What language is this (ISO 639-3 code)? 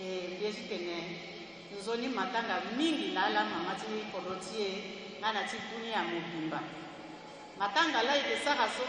sag